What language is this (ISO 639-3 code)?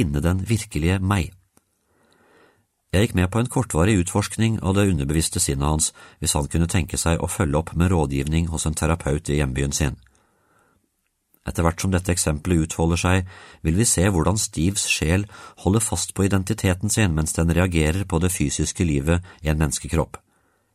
nor